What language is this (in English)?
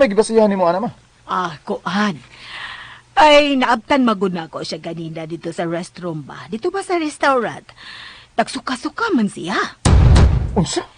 Cebuano